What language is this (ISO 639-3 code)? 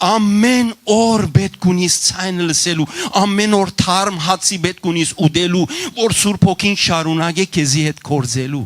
hyw